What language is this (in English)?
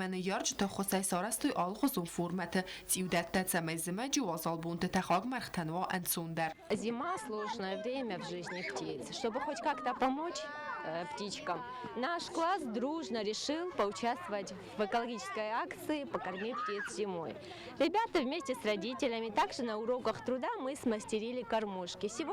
Ossetic